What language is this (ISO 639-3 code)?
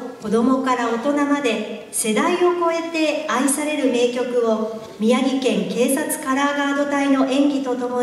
jpn